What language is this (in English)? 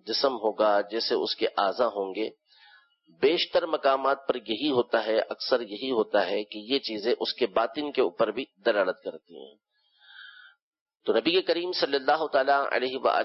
Urdu